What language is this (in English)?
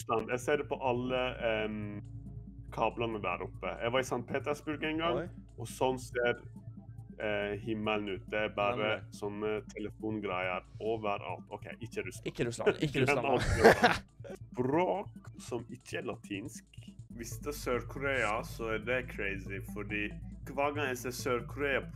Norwegian